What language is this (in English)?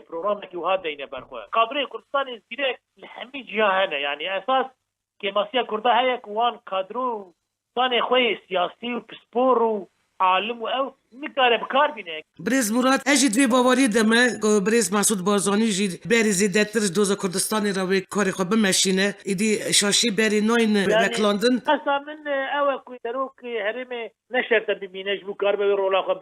Kurdish